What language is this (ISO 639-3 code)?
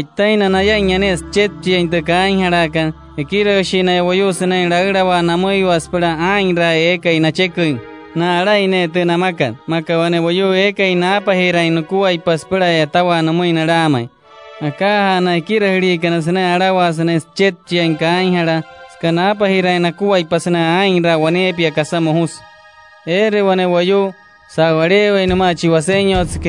guc